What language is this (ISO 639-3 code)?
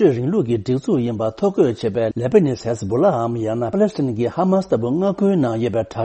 bod